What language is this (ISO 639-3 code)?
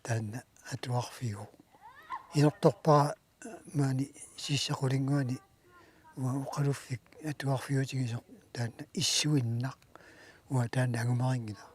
kal